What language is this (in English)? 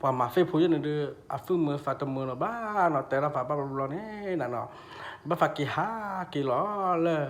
S'gaw Karen